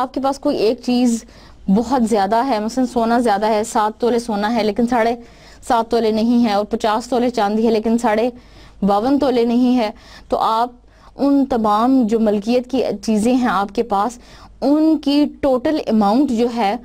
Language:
Urdu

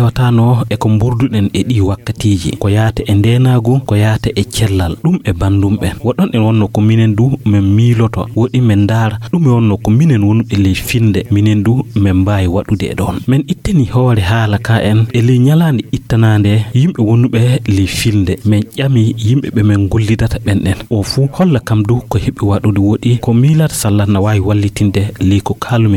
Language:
Fula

